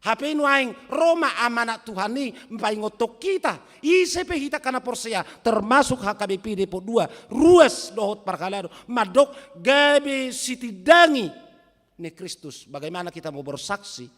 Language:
Batak Toba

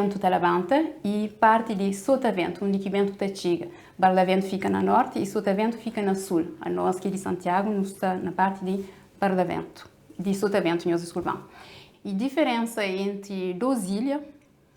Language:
Kabuverdianu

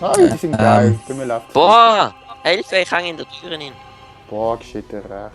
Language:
Swiss German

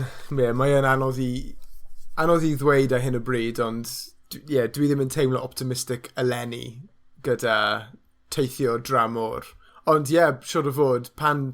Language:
Welsh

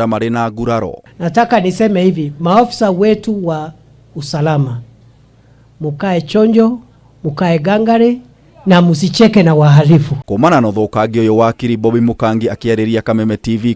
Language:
Kikuyu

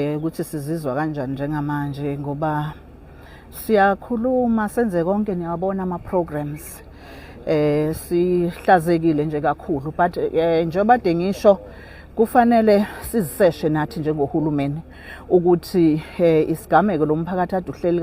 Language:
Zulu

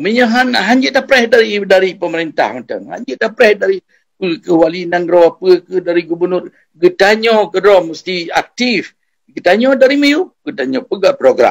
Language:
Achinese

